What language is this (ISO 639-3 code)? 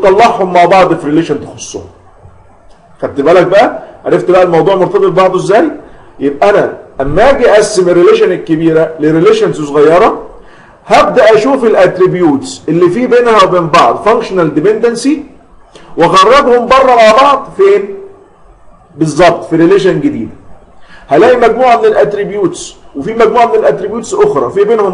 arz